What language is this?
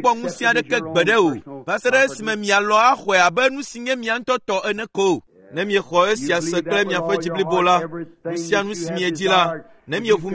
Ewe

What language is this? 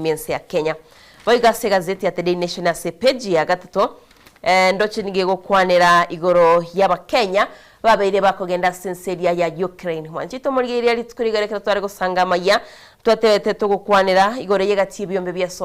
Gusii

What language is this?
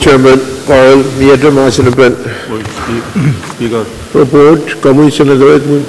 Pohnpeian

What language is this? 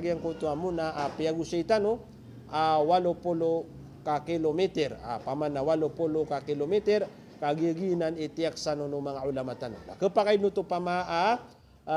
Maranao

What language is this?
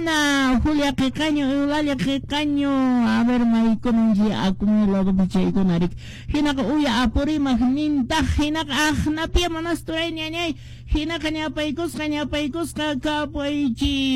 Quechua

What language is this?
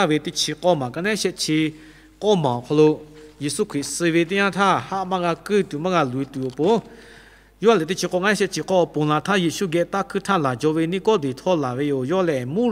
Lahu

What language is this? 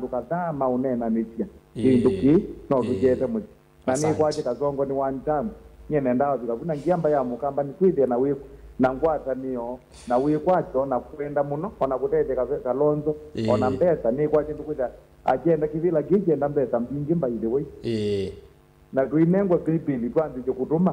Kamba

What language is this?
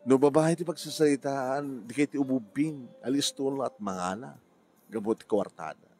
Iloko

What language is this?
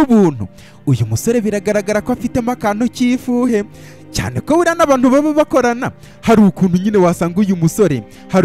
Kinyarwanda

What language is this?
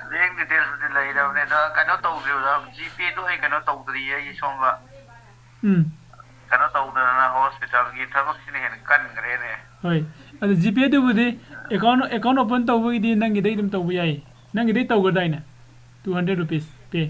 Manipuri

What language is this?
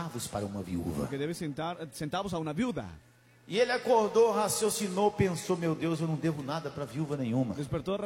Portuguese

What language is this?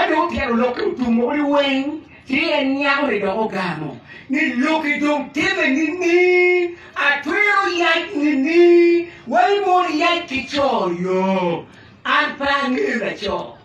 Acoli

